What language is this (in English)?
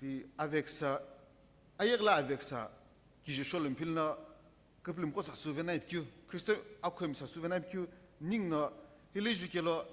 Sumi Naga